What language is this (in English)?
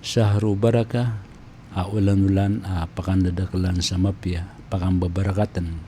Maranao